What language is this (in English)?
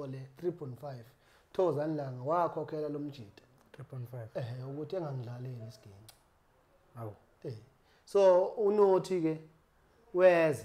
Zulu